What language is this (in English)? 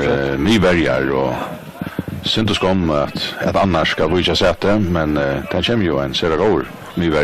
Faroese